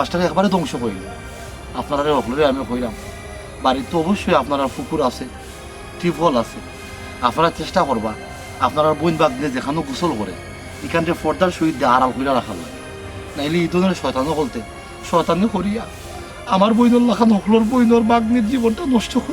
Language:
Sylheti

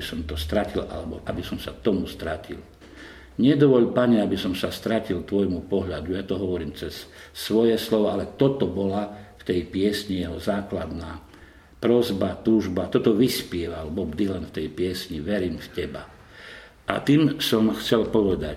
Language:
Slovak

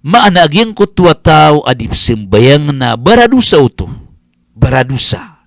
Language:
Maranao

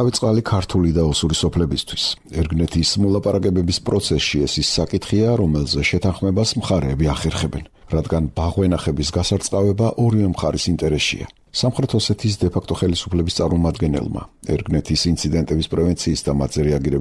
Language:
Georgian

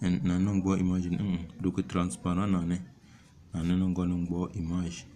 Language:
Tem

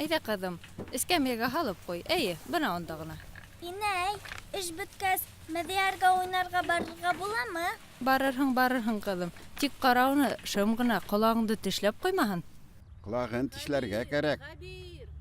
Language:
Bashkir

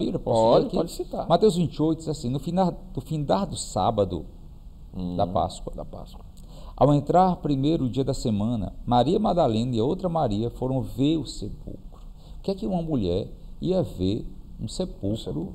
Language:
Portuguese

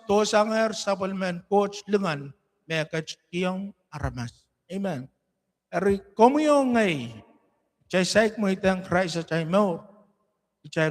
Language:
Pohnpeian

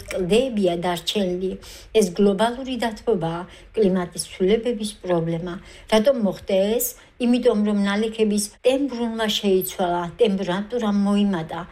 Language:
Georgian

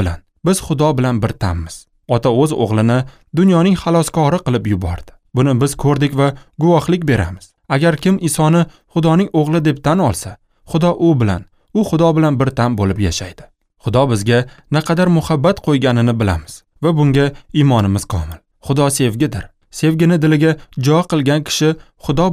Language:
Uzbek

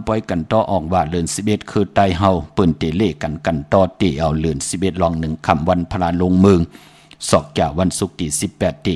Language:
Shan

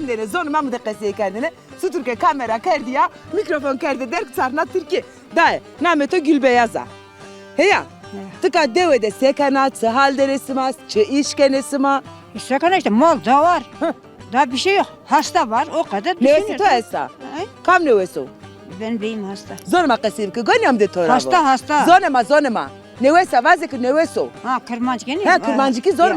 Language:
Zaza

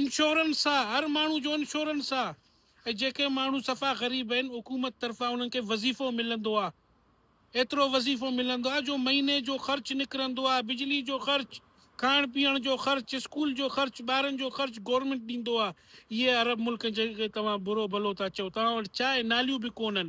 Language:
Sindhi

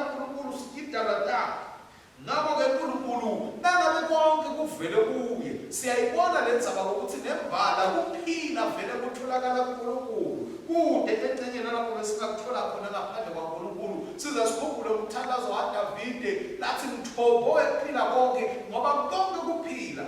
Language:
Swati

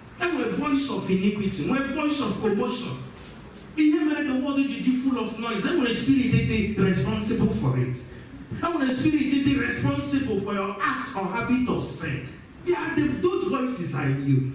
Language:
Igbo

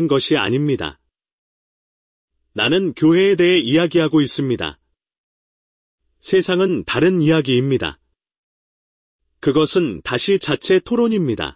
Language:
Korean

